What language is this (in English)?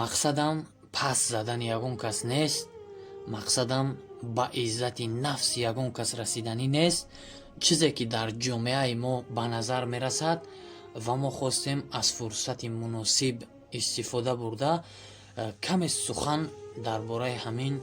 Tajik